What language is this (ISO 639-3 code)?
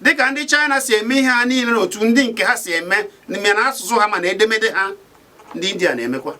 ibo